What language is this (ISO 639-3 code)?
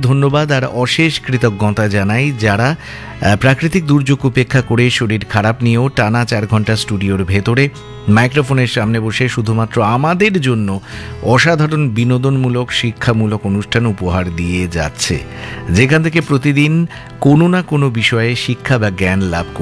ben